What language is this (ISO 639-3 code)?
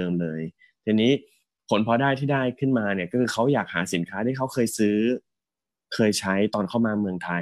tha